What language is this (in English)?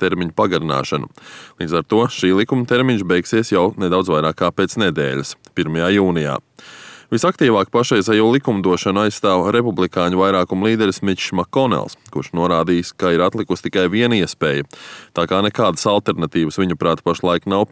Latvian